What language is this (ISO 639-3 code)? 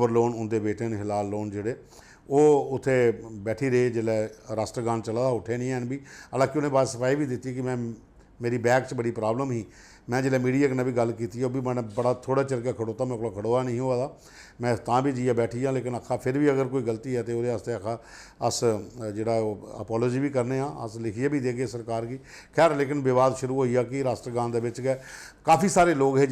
doi